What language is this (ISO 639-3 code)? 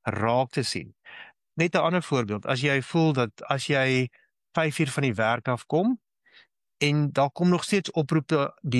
afr